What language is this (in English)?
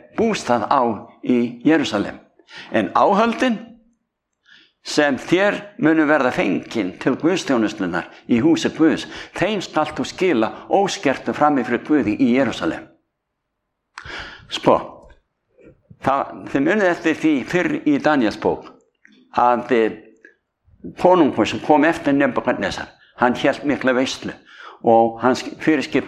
Icelandic